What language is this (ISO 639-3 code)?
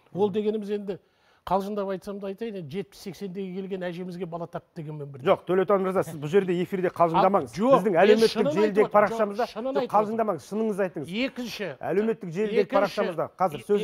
kaz